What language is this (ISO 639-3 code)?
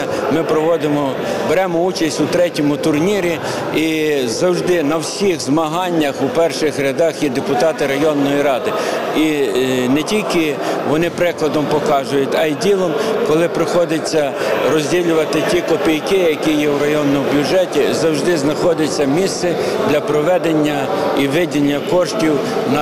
ukr